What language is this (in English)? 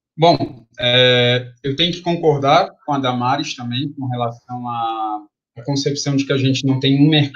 Portuguese